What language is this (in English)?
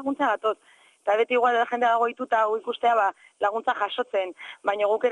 Basque